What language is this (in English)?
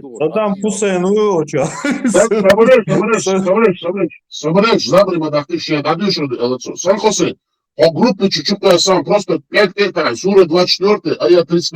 Chechen